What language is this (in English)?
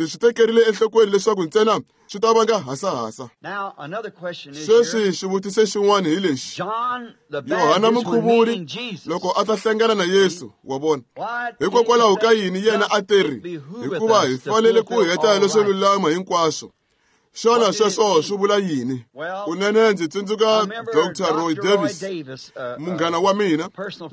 Tsonga